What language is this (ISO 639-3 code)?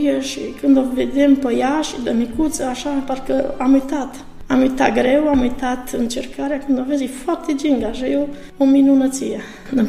ron